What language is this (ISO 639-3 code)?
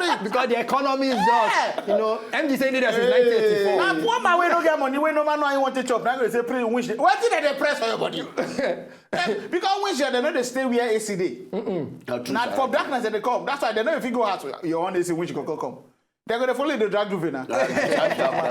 pcm